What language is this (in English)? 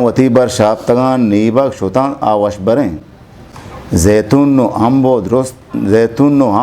Eastern Balochi